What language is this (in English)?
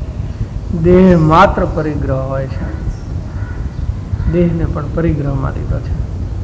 Gujarati